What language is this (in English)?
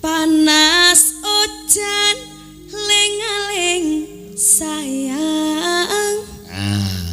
Javanese